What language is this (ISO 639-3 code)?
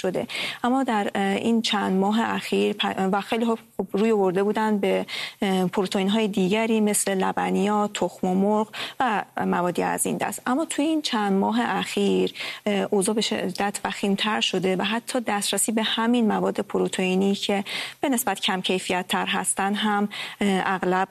fas